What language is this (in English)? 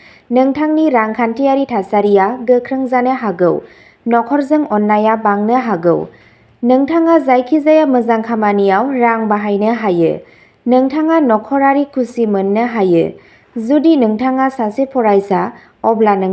Bodo